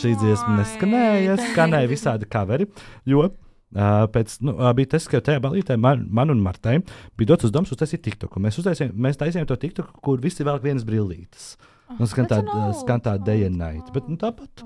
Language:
Latvian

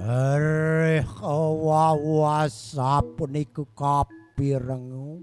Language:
Balinese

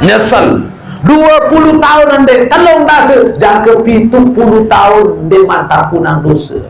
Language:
Sasak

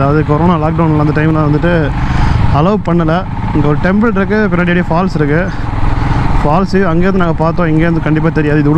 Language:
Tamil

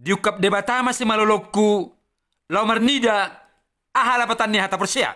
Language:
Batak Toba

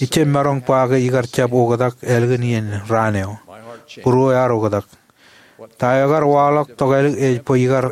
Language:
Marshallese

